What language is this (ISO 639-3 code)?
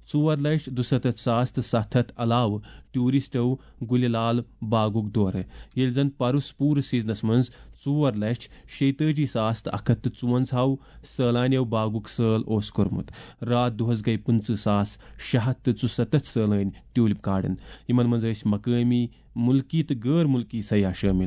kas